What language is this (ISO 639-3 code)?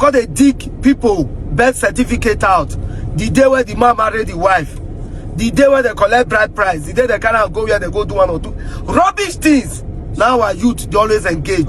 pcm